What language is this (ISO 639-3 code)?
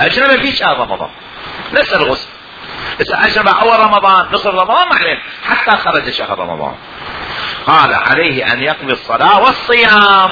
acm